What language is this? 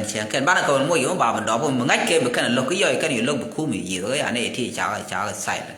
Nuer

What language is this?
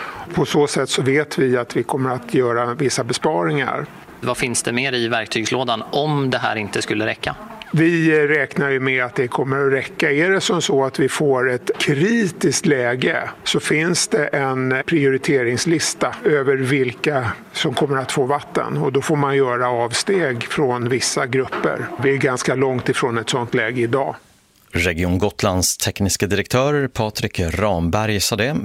Swedish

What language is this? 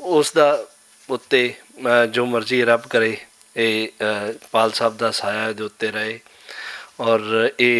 Western Panjabi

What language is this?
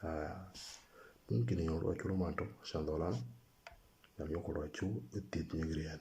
Moro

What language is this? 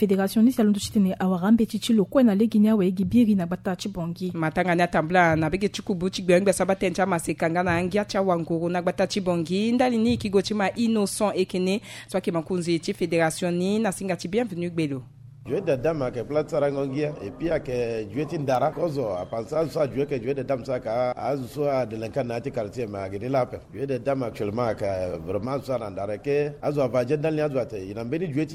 Sango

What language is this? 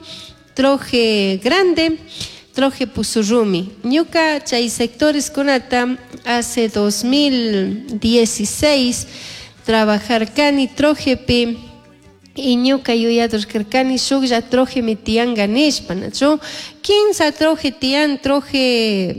Chimborazo Highland Quichua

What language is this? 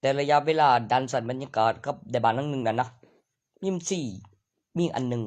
Northeastern Thai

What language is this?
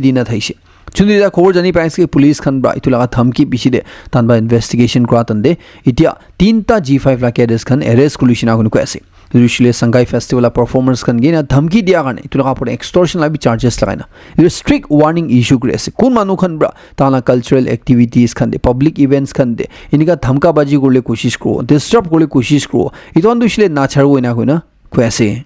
Naga Pidgin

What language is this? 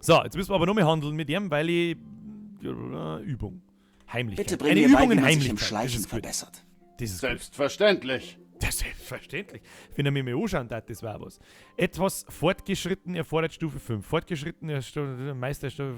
Bavarian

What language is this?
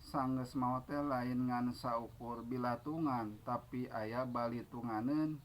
Sundanese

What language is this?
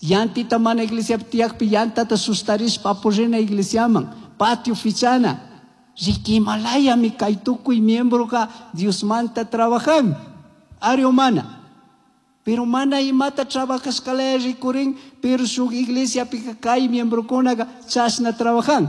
Chimborazo Highland Quichua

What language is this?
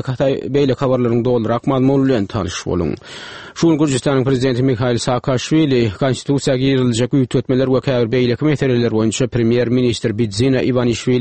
Turkmen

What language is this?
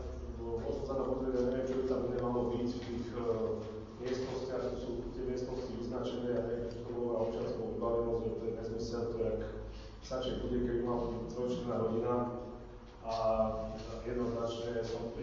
Slovak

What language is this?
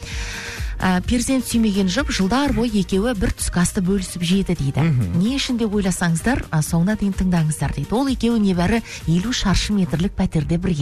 Kazakh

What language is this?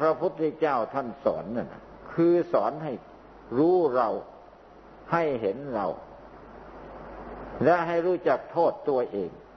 Thai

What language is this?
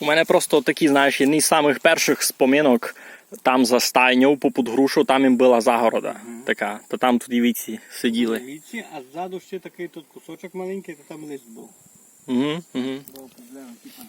Rusyn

